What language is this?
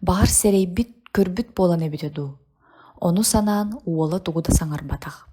Yakut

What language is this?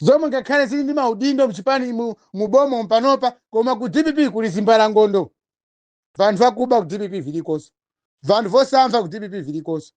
Nyanja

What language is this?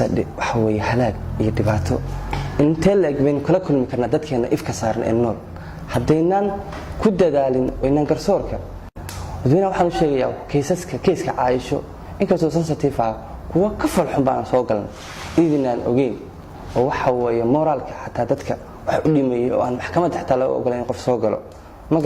Somali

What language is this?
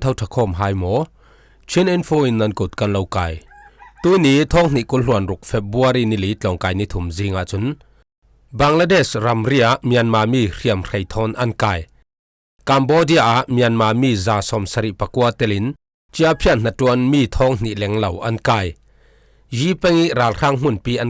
Falam Chin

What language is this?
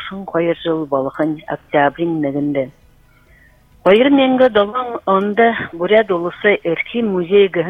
Buriat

